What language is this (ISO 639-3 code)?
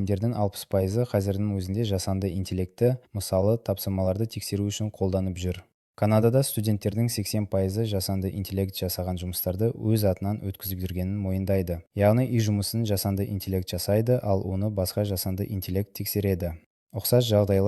kaz